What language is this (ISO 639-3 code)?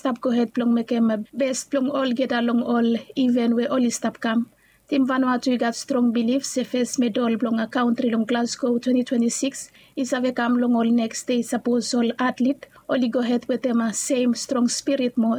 bis